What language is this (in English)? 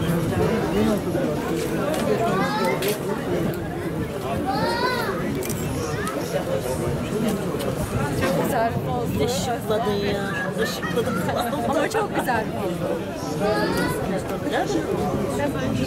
Turkish